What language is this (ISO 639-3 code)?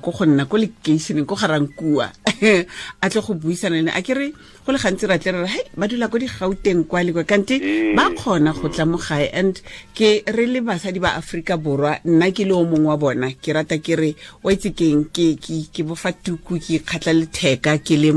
tsn